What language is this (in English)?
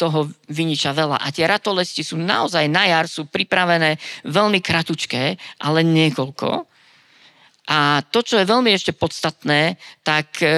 Slovak